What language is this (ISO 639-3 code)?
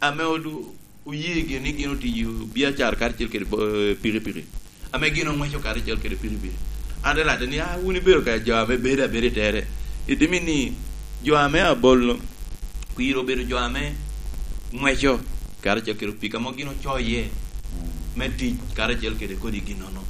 laj